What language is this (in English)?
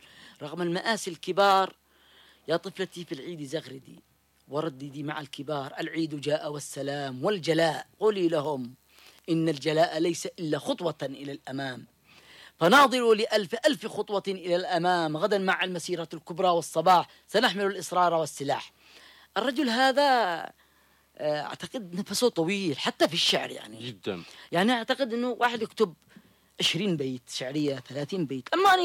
Arabic